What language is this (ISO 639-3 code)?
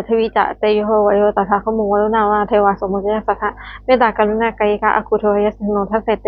pli